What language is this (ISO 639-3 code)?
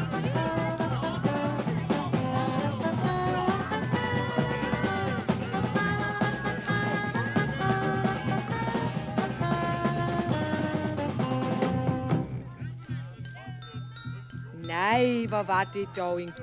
dan